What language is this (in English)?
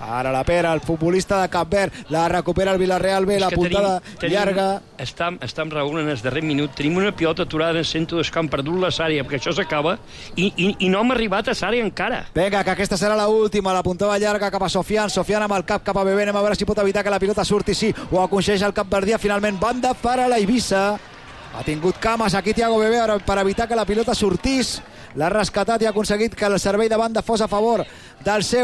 Catalan